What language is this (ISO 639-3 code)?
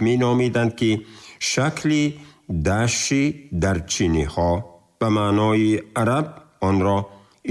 tgk